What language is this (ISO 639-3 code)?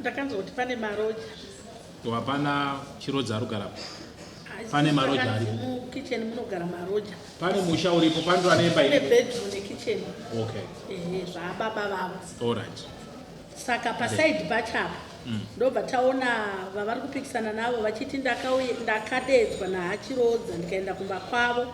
sna